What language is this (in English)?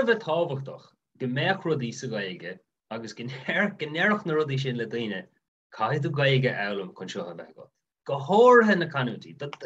Irish